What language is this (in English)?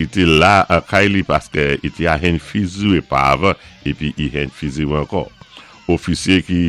Saint Lucian Creole French